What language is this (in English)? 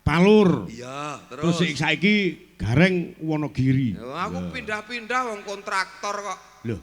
Javanese